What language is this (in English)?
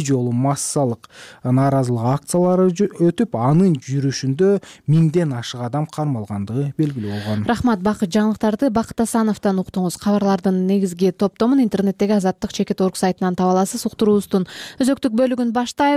Kyrgyz